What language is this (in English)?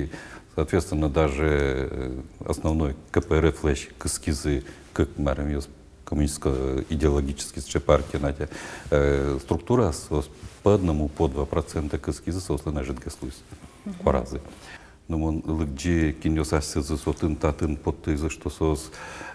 Udmurt